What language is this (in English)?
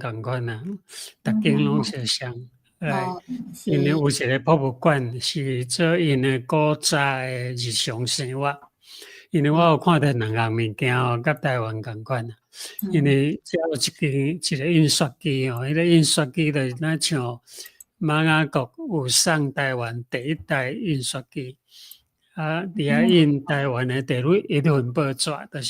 Min Nan Chinese